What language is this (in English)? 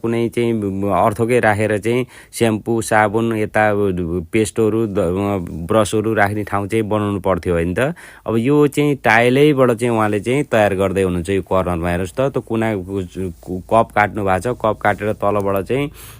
Nepali